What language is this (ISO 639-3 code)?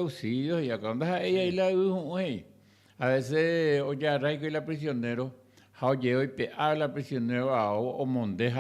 grn